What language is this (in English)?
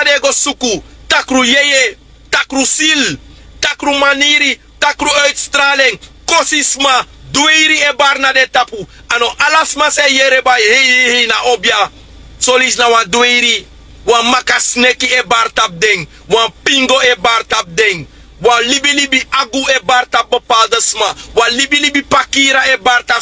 Sranan Tongo